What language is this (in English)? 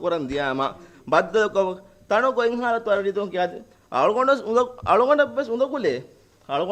Divehi